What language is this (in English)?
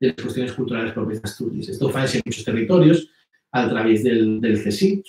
Asturian